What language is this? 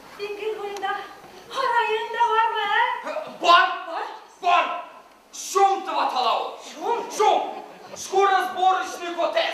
Bashkir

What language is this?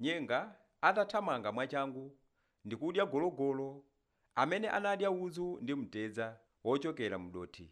Nyanja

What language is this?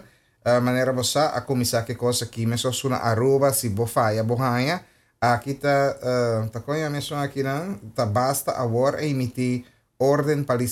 Papiamento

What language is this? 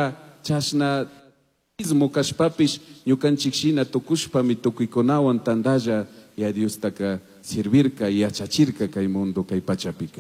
Chimborazo Highland Quichua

